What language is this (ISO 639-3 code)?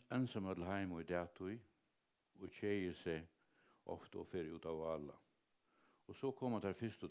fao